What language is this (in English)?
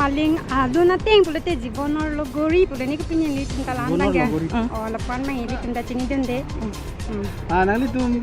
Karbi